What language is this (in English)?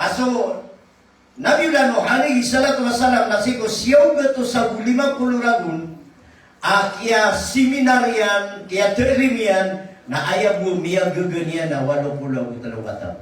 Maranao